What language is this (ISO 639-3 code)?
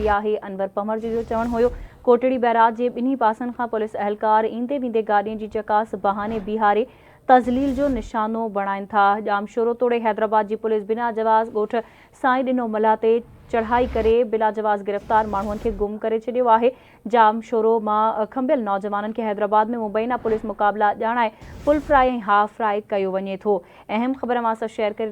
snd